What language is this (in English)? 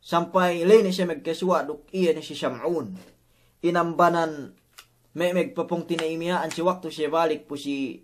Yakan